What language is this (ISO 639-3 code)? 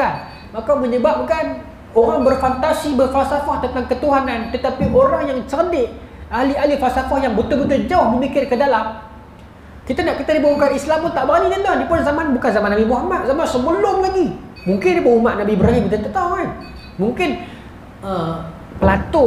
msa